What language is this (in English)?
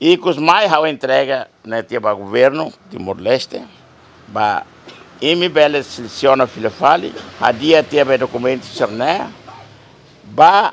Tetum